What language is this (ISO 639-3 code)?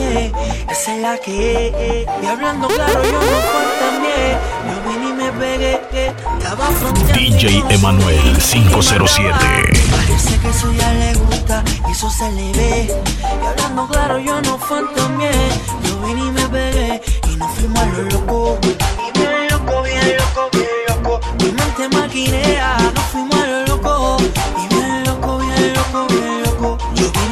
spa